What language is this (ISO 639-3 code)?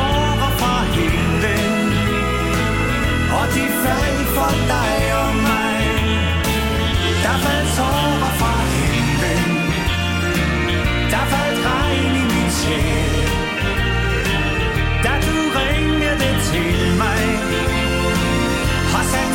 dan